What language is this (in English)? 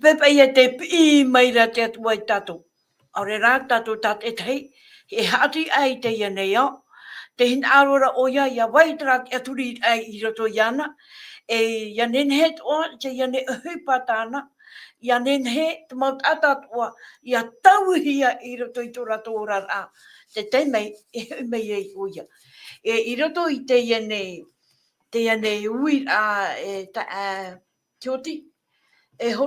Tahitian